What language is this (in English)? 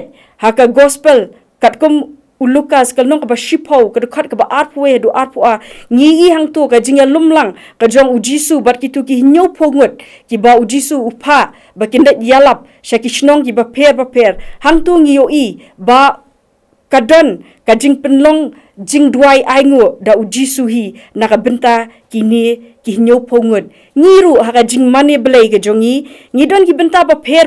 Khasi